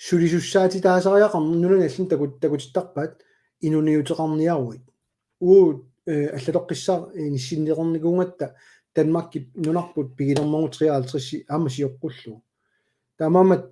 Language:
Kalaallisut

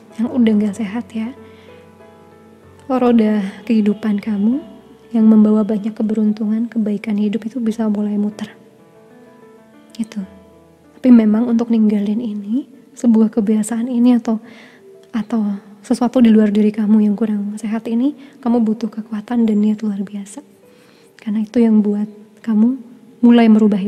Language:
Indonesian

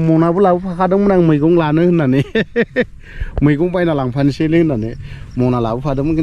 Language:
Bodo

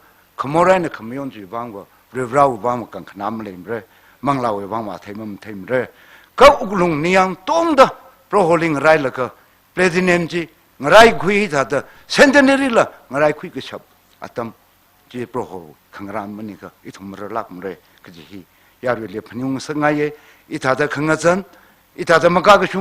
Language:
Tangkhul Naga (India)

